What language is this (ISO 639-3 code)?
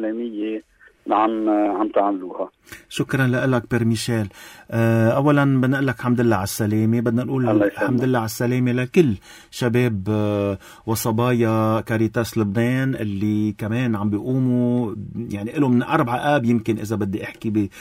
apc